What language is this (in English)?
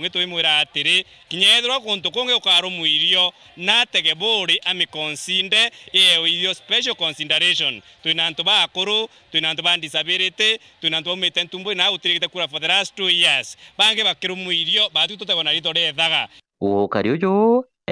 Meru